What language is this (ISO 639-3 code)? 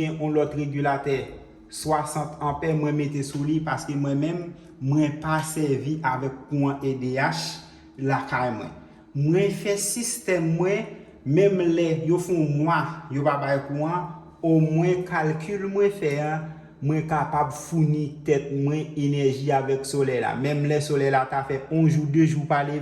hat